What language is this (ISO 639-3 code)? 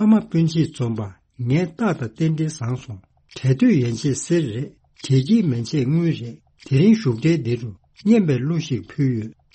bod